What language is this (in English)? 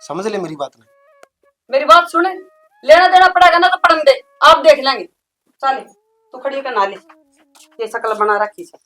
Haryanvi